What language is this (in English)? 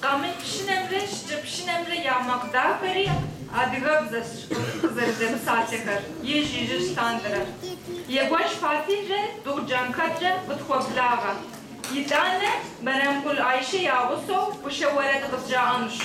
Kabardian